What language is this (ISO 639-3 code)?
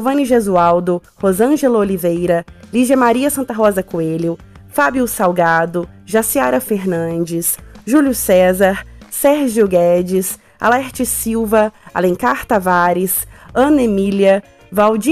por